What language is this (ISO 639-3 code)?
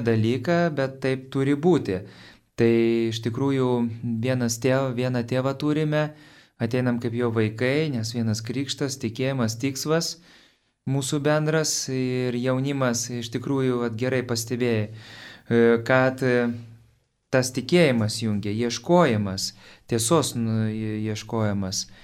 lit